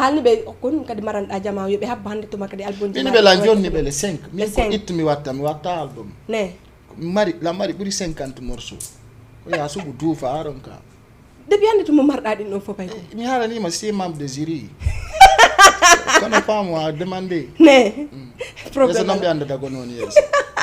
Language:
Fula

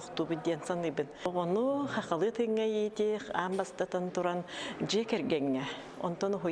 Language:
Yakut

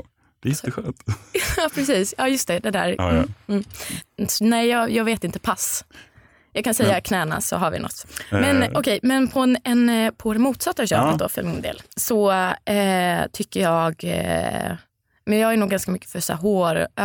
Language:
Swedish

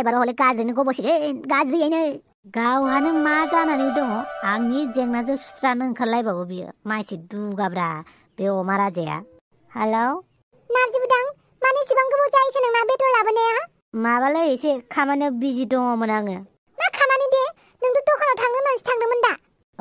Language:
Bodo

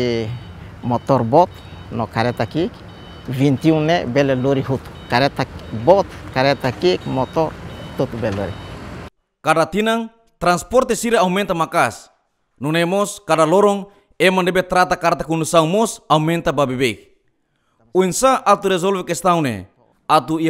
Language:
Tetum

